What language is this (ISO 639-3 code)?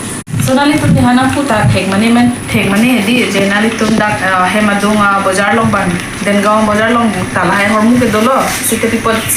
mjw